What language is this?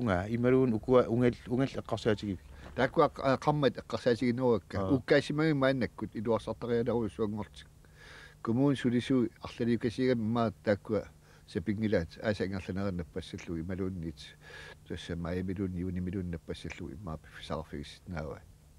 Kalaallisut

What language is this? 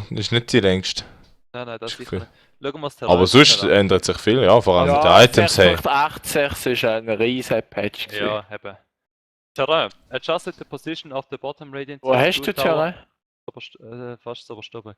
Swiss German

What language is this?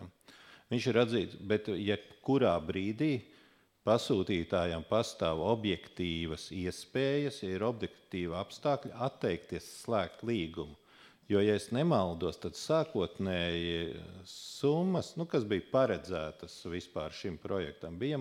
Latvian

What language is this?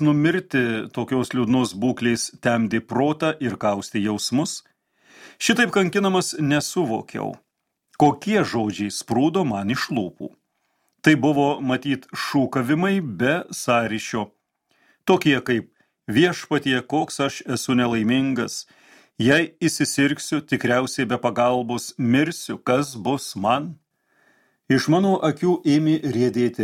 Lithuanian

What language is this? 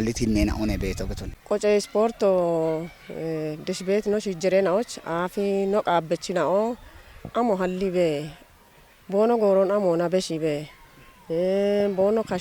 Kafa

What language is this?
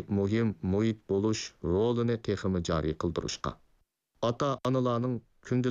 Uyghur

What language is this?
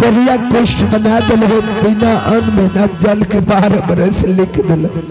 Maithili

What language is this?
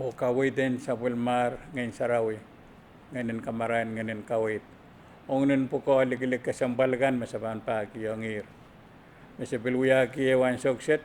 Pohnpeian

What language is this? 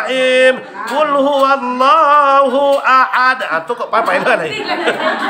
Minangkabau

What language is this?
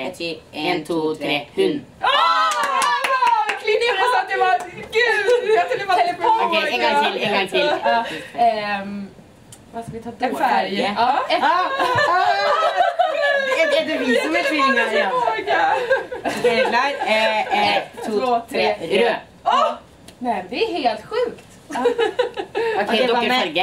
Swedish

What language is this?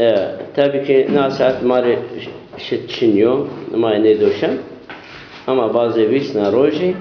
Zaza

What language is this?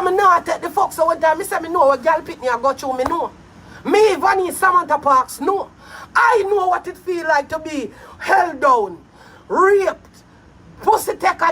Jamaican Creole English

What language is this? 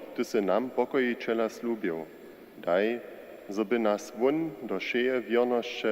Upper Sorbian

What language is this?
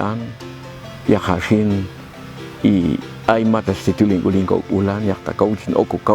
Popti'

